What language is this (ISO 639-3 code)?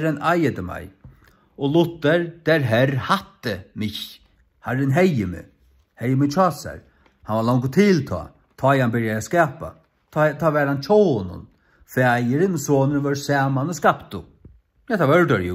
fao